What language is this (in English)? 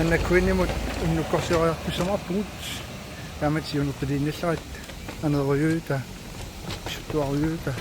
Kalaallisut